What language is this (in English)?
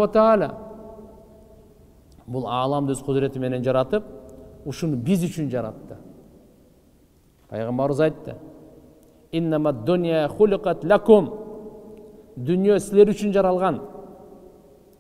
Kyrgyz